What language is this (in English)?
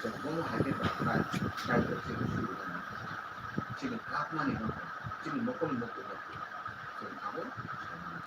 Kok Borok